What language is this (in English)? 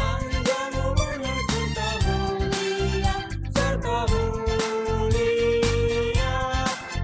Batak Karo